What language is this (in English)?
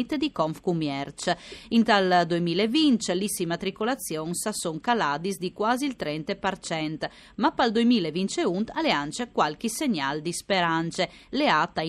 Friulian